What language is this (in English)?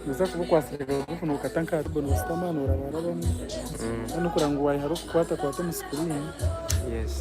Nyankole